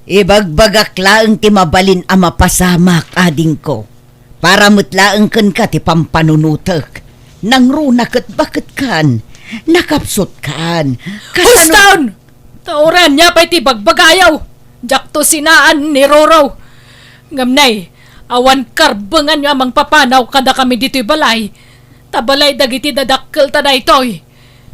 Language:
Iloko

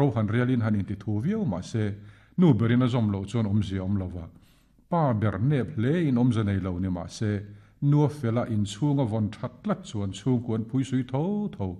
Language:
Mizo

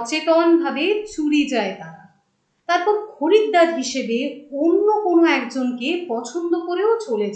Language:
Bangla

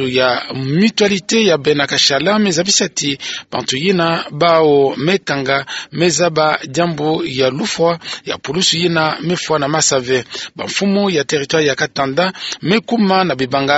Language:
Kituba (Democratic Republic of Congo)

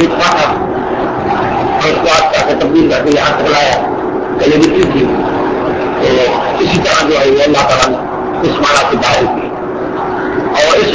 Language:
Urdu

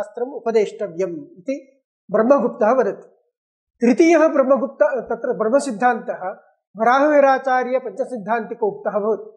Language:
Sanskrit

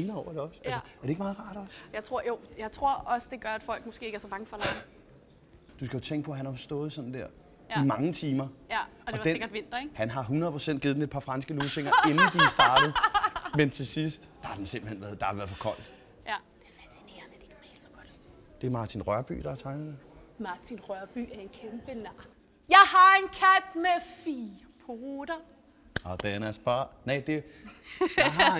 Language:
Danish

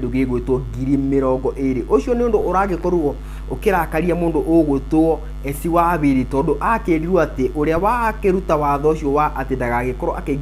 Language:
Kikuyu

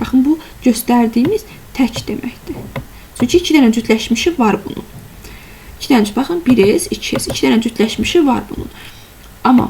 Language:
Azerbaijani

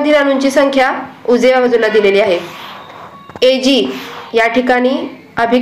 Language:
Marathi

